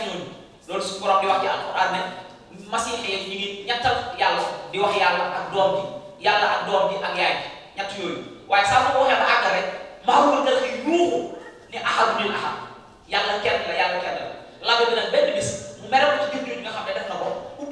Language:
Wolof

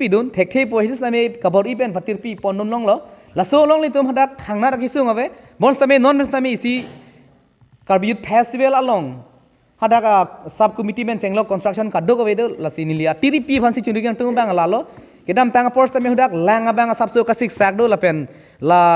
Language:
Karbi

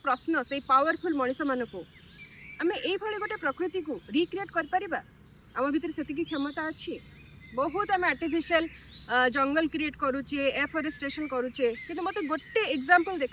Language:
Odia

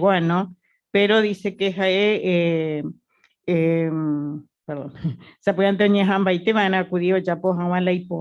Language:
Guarani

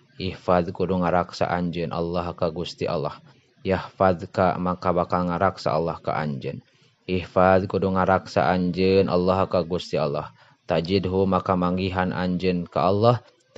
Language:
Sundanese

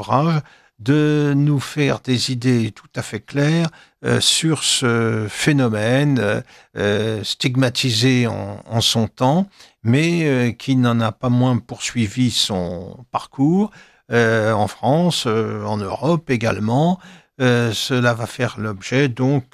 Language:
French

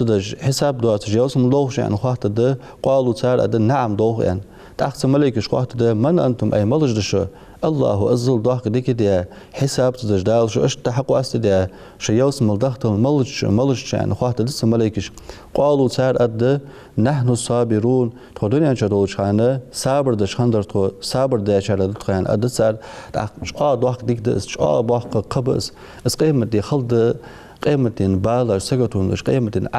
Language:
Ingush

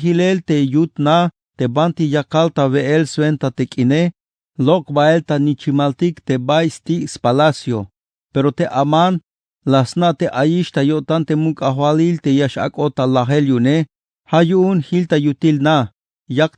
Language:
Tzeltal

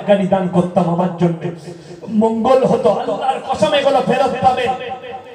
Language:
Bangla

